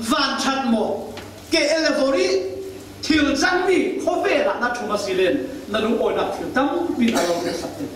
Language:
Falam Chin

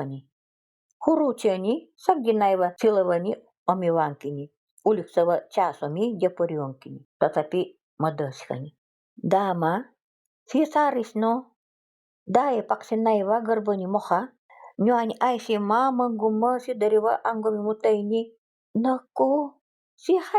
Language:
Nanai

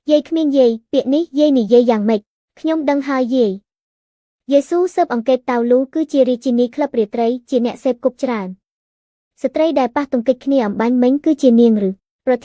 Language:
Khmer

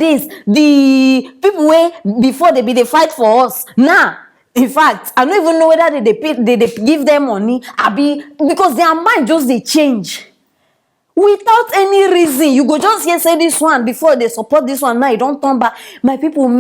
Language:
Nigerian Pidgin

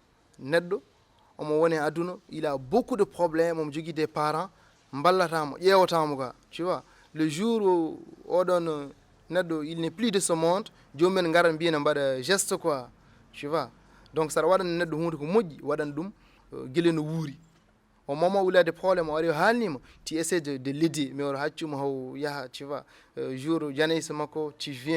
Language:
Fula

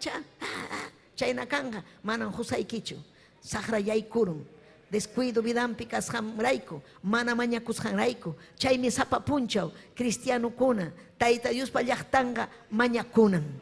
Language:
Ayacucho Quechua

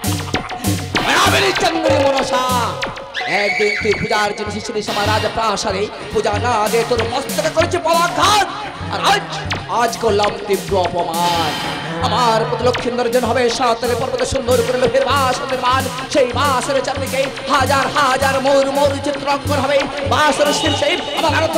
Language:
Bangla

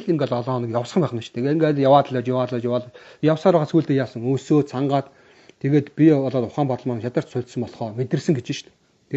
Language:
Mongolian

